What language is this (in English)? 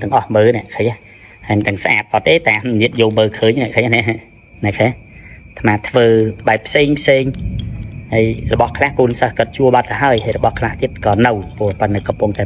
Khmer